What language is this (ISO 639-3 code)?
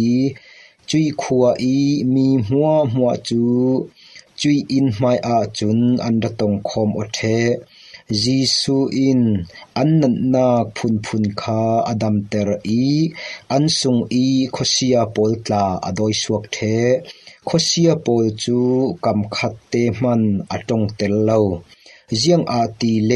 cfm